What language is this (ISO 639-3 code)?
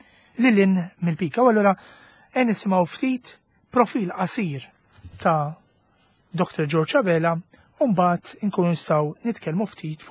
mlt